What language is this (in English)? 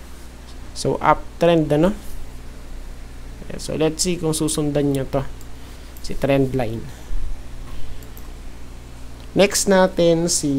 Filipino